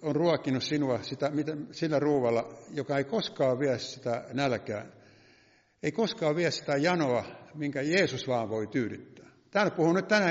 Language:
Finnish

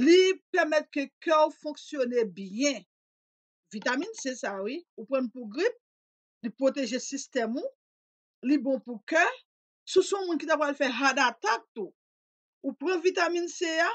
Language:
Haitian Creole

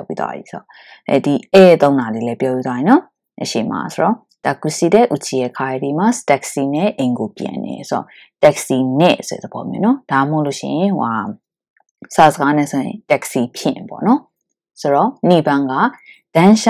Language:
Burmese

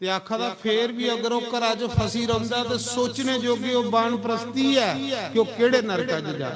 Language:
Dogri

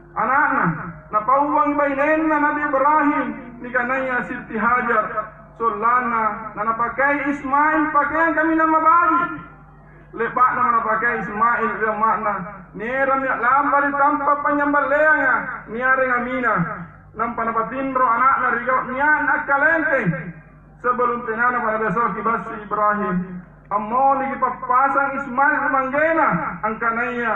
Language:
Makasar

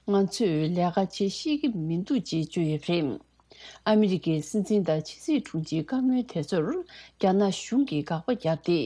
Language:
Tibetan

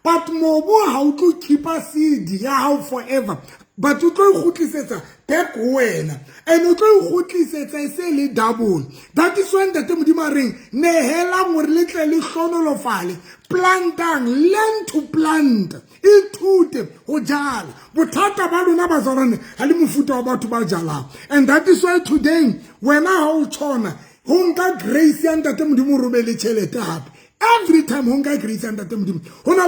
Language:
Southern Sotho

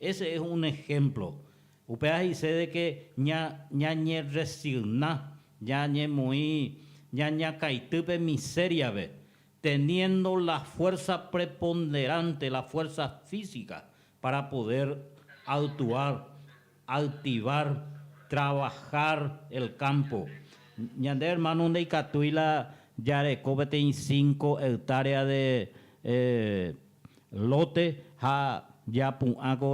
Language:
Guarani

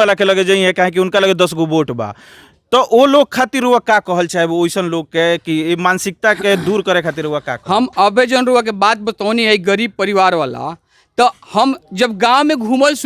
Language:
Bhojpuri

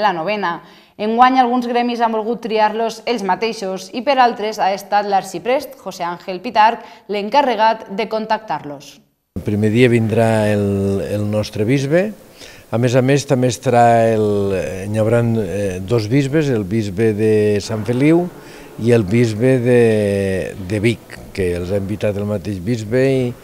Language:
Catalan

